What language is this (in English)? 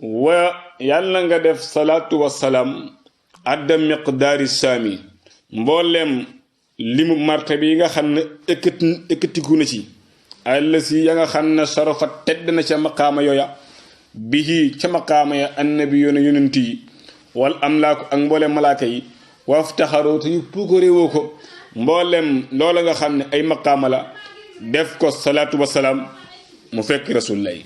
Wolof